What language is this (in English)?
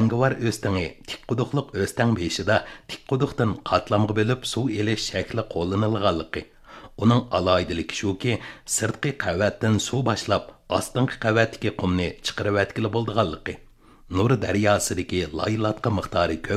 Uyghur